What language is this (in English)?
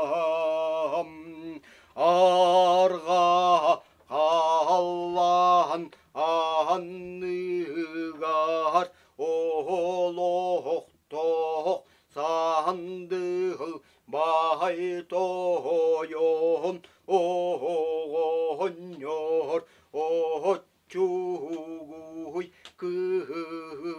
Yakut